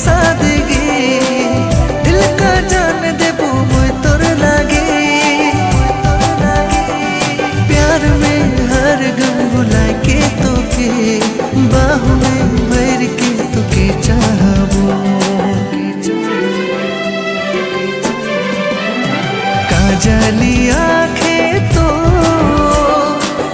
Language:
Sadri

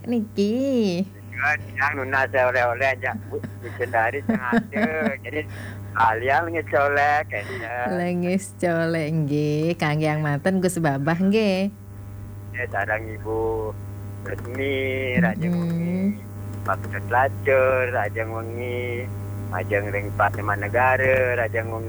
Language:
Balinese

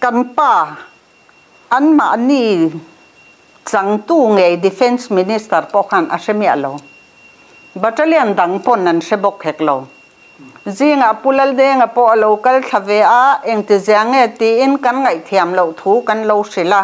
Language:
Mizo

